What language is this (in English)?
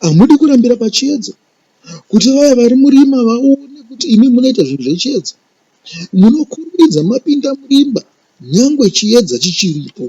Shona